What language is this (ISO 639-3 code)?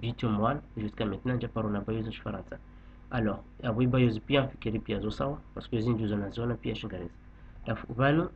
zdj